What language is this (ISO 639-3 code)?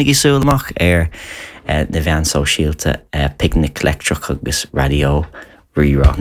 gle